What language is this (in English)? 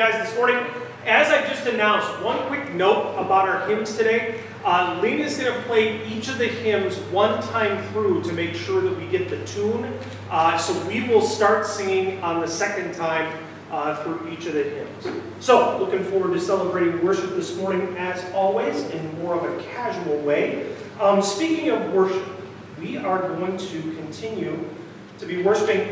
English